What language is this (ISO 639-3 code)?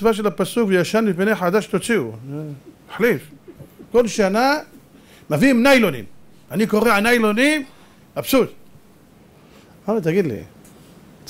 heb